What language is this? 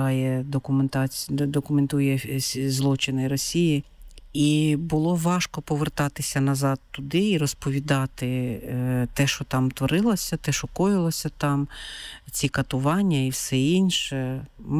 Ukrainian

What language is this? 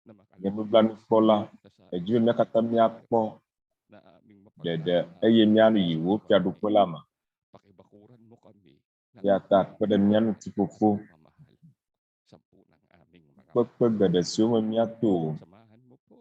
Ewe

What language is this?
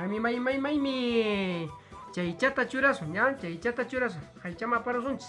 Quechua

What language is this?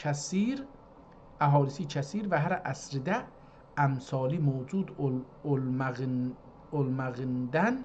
South Azerbaijani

